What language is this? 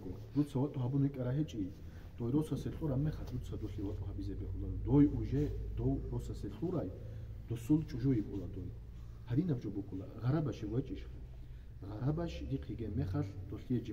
Avaric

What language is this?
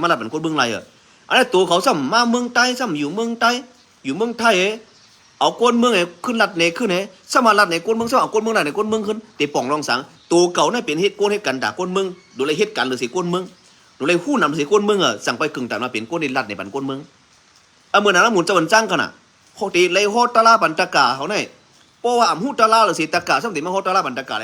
Shan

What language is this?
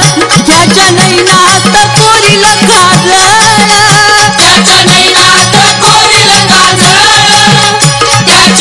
Marathi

